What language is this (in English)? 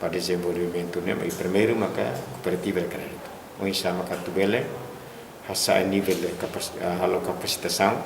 Tetum